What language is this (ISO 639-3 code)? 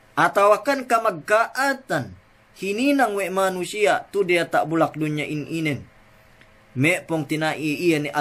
yka